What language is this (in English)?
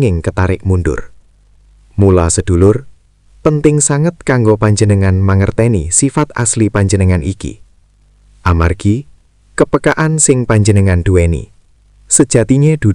Javanese